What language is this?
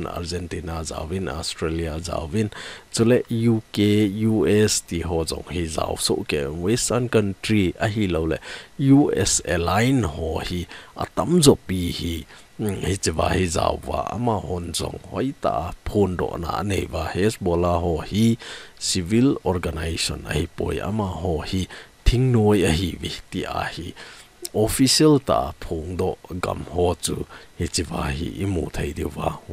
Thado Chin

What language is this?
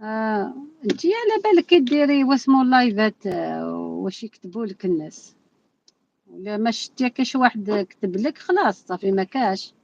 Algerian Arabic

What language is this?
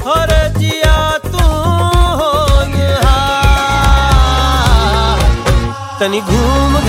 Bhojpuri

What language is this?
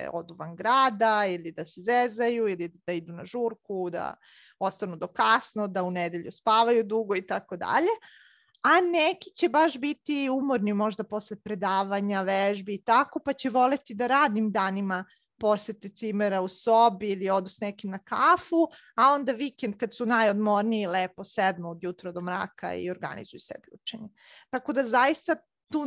Serbian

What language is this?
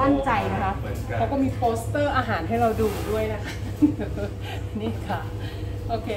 Thai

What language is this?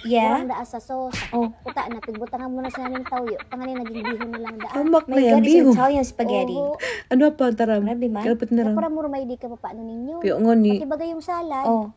Bikol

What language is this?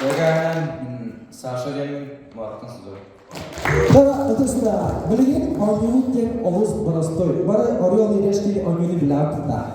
Yakut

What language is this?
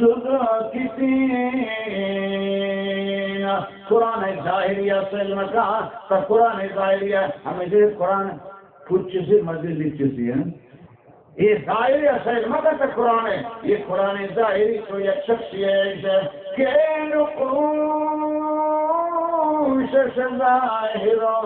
Baluchi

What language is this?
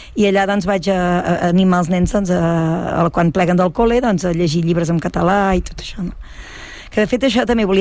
Catalan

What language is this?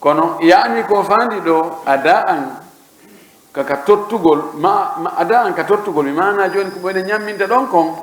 Pular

